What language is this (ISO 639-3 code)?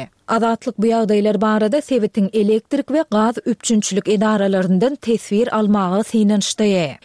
tuk